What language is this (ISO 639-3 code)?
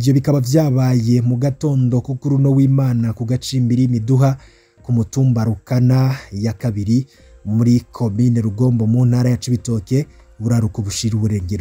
run